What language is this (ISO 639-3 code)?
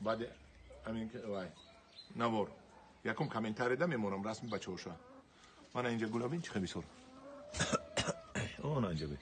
tgk